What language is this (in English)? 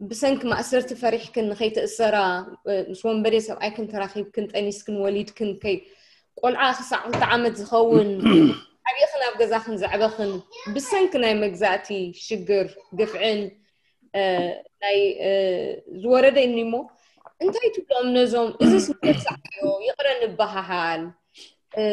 Tigrinya